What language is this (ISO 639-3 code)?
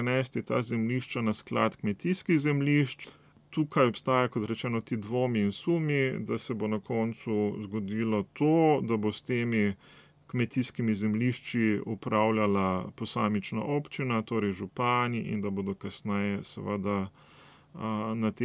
slv